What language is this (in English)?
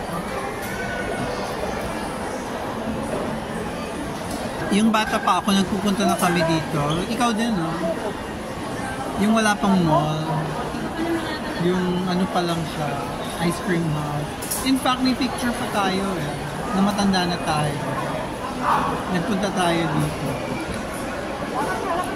Filipino